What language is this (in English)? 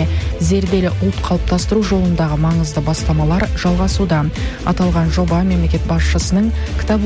Kazakh